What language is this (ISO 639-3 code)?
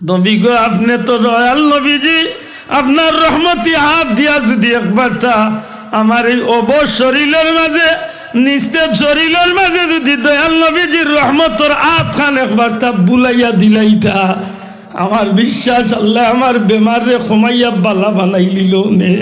syl